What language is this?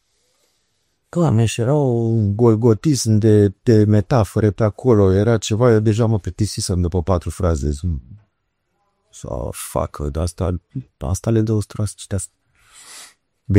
Romanian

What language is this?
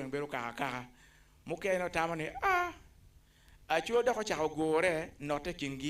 Acoli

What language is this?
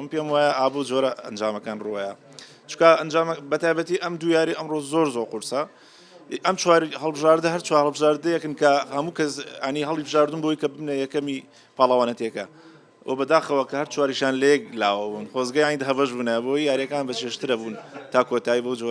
Central Kurdish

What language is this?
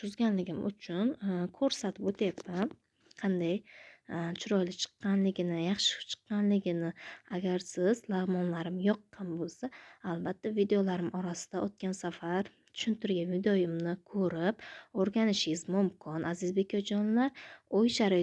Uzbek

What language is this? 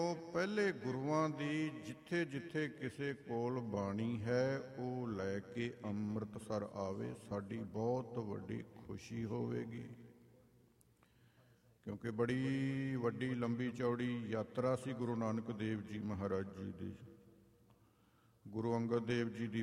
Punjabi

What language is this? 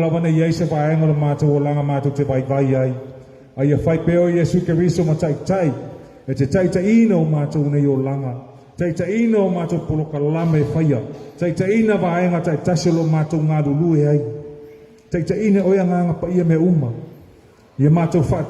Samoan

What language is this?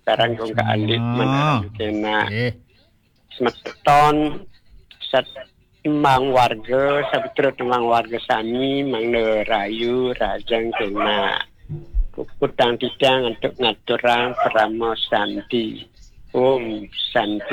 Balinese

